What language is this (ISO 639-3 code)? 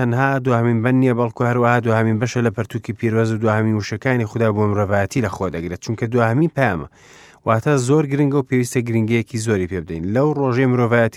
ckb